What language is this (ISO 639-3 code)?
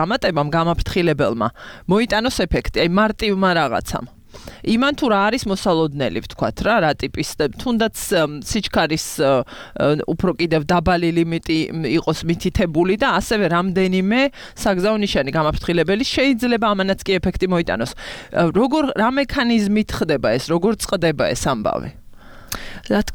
kat